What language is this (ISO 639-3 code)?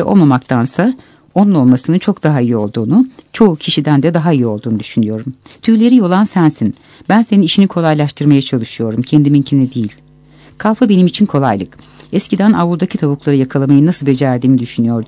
tur